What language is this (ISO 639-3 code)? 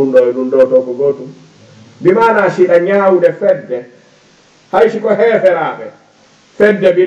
ful